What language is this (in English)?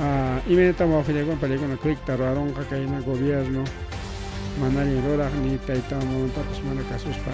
Ayacucho Quechua